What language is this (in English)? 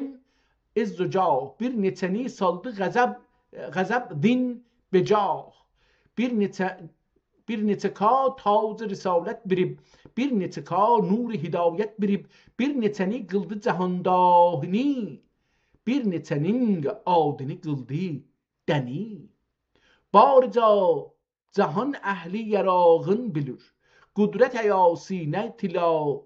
South Azerbaijani